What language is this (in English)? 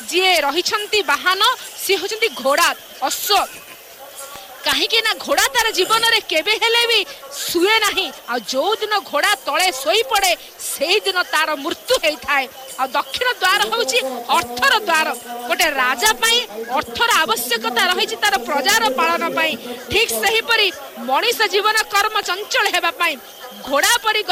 Odia